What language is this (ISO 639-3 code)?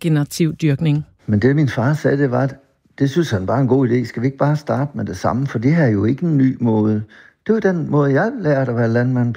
dan